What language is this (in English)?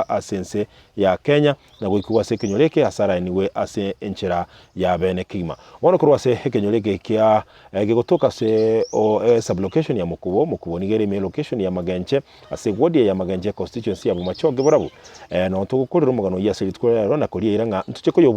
Gusii